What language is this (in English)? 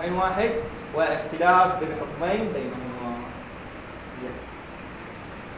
Arabic